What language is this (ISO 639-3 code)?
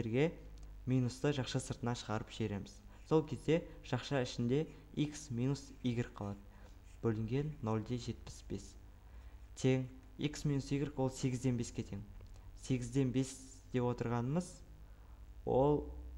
kaz